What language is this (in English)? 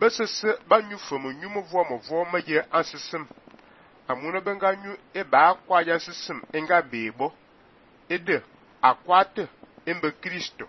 Fang